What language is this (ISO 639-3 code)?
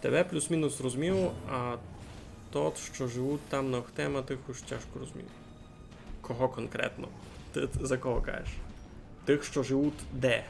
rue